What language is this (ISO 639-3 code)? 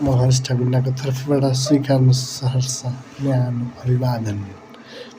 nep